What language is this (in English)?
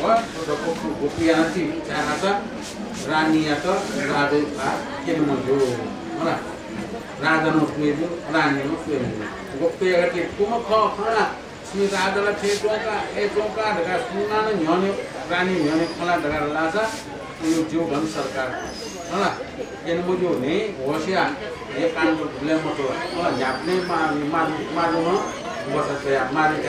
Newari